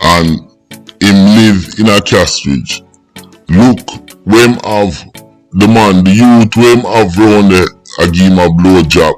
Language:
Jamaican Creole English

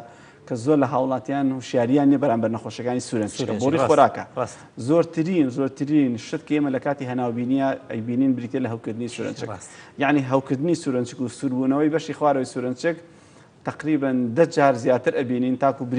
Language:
Central Kurdish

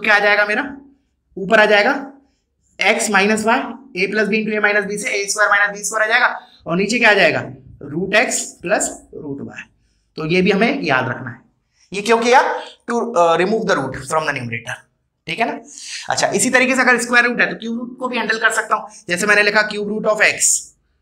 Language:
Hindi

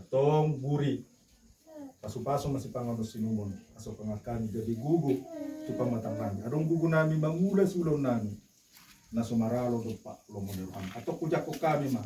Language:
Batak Toba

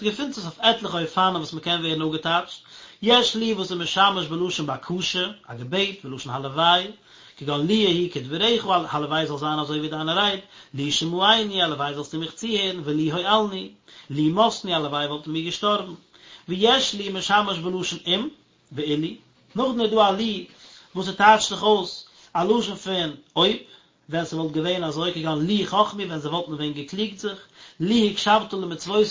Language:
Yiddish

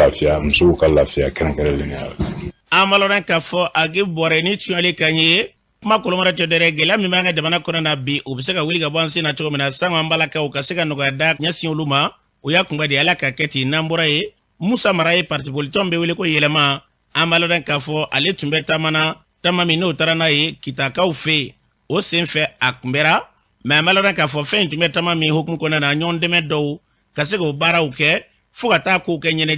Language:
Bambara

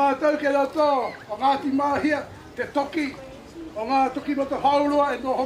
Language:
Māori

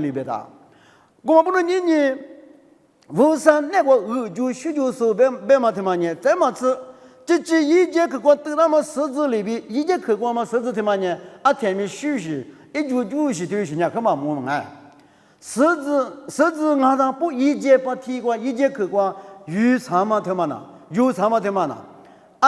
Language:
Lisu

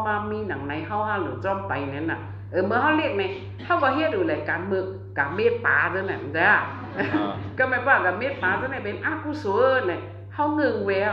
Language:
Shan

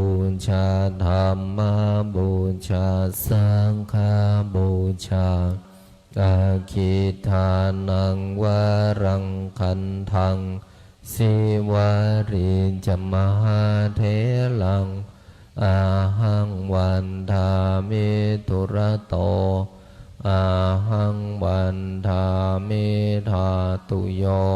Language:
Pali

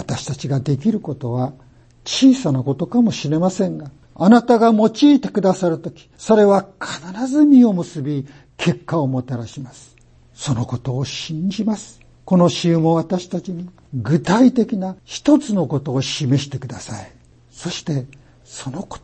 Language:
Japanese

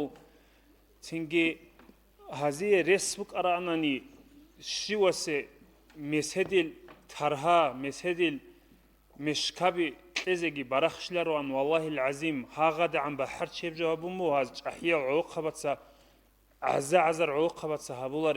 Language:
Avaric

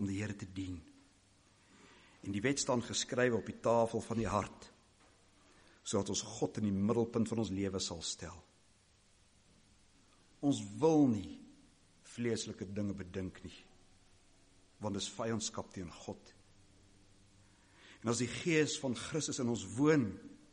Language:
Afrikaans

